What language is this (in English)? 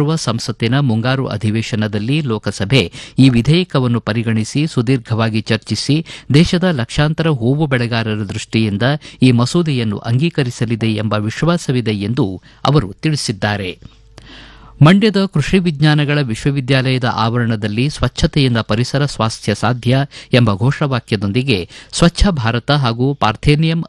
Kannada